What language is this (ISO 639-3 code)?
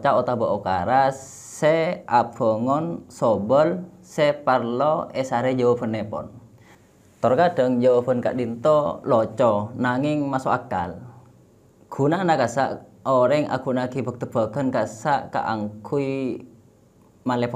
mad